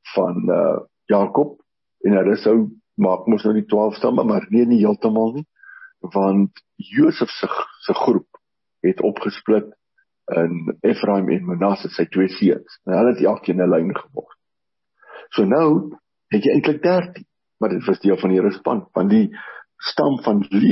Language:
Afrikaans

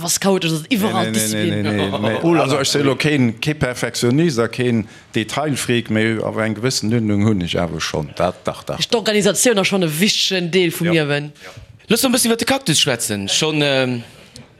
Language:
Luxembourgish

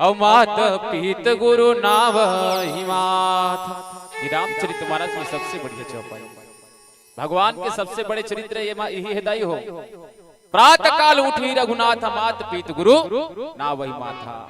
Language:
Chhattisgarhi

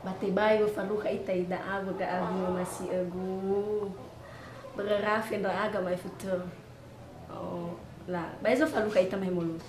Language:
Nias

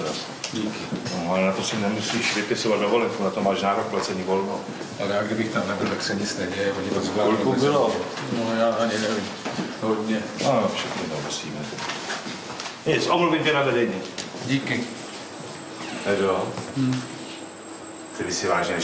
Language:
Czech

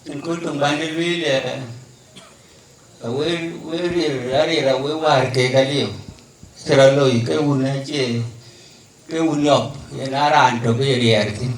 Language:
Dinka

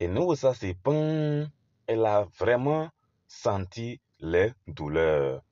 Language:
Kabiyè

